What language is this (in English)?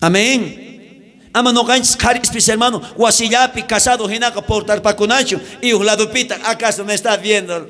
South Bolivian Quechua